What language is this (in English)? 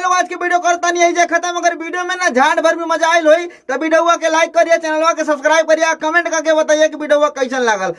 Bhojpuri